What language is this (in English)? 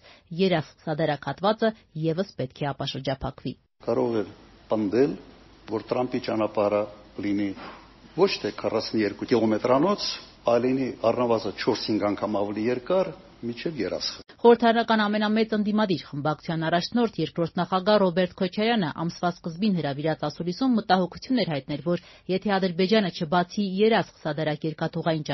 Armenian